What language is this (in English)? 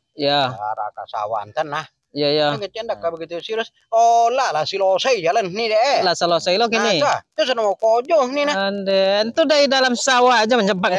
Minangkabau